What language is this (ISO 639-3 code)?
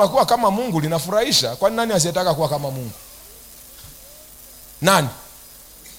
swa